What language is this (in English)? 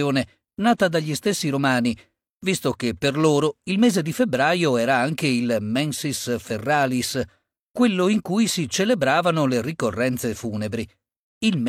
Italian